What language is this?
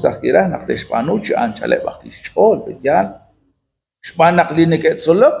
Kekchí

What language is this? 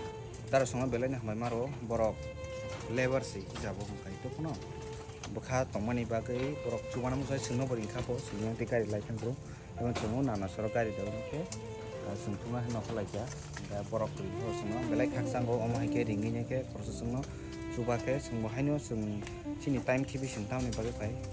Kok Borok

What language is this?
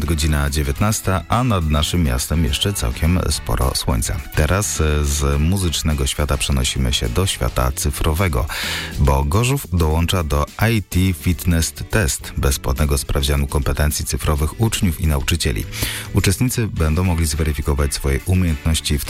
Polish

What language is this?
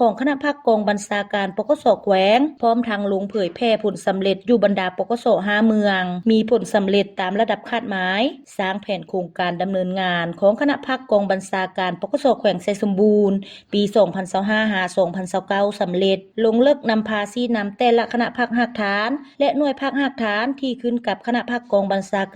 Lao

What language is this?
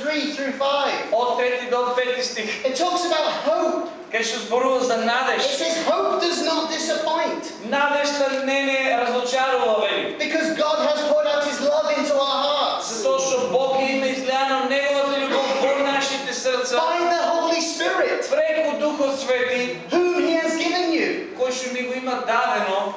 Macedonian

